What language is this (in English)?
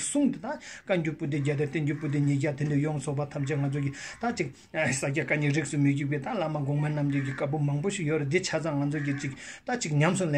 Tibetan